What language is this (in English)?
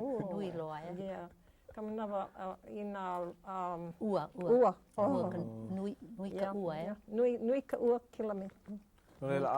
Hawaiian